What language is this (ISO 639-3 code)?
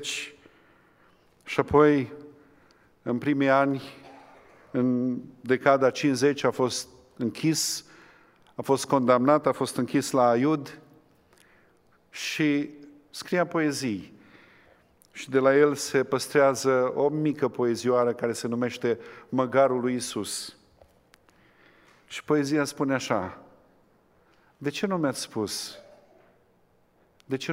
ron